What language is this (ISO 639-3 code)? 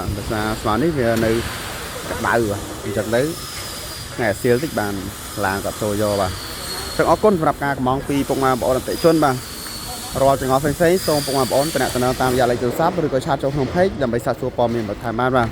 khm